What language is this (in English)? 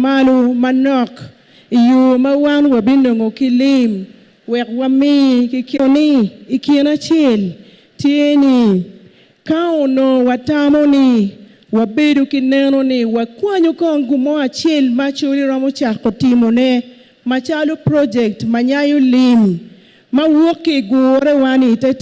Acoli